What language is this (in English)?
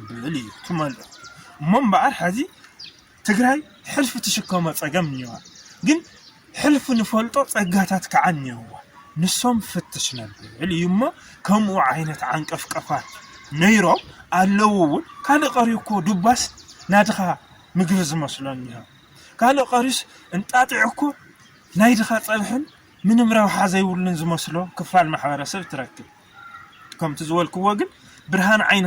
Tigrinya